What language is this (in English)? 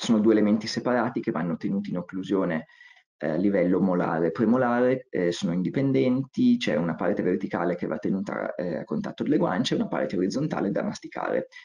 Italian